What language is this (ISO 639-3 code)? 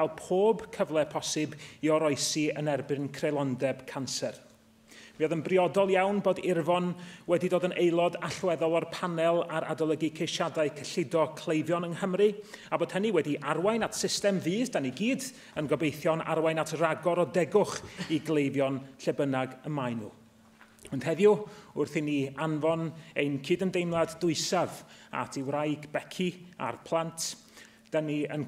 cym